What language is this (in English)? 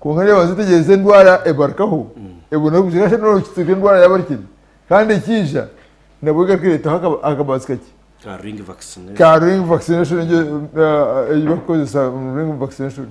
Nyankole